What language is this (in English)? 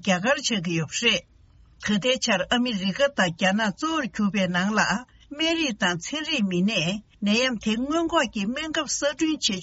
Tibetan